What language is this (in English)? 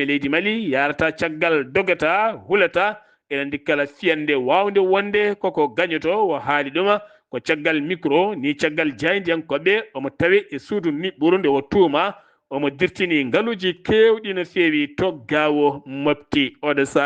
Fula